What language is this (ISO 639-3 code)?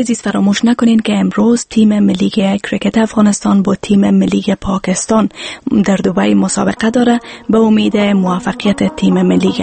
fas